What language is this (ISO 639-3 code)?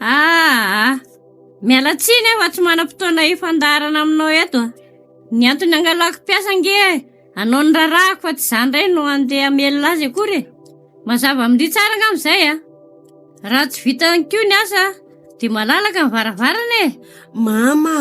mlg